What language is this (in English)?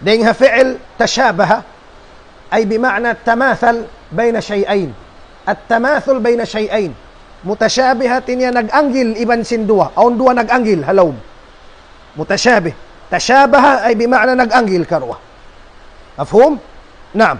Tausug